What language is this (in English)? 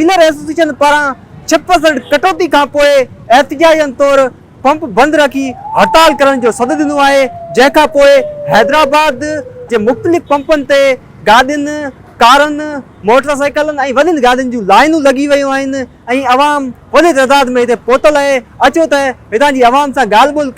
Sindhi